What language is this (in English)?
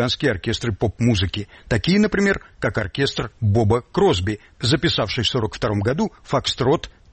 Russian